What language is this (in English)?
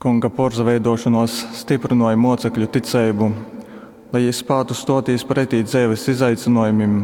Latgalian